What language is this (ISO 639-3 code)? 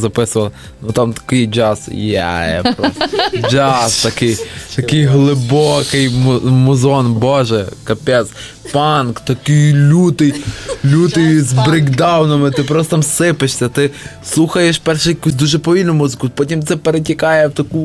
ukr